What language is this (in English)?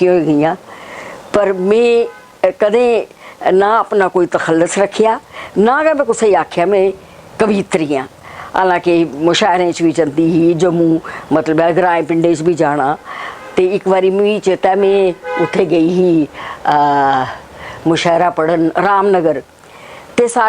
Dogri